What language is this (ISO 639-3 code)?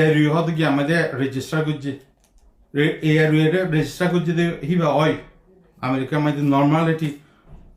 rhg